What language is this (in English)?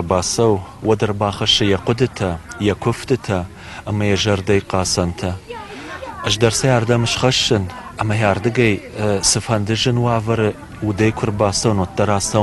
Ossetic